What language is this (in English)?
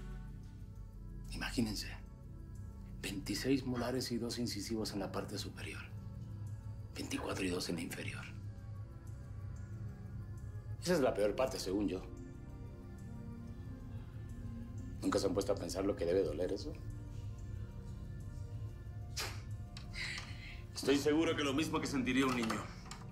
Spanish